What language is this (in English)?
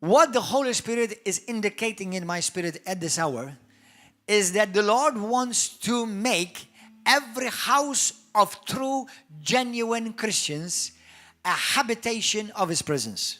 English